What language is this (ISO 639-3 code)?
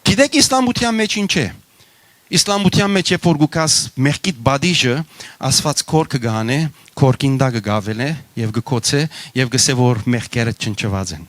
hyw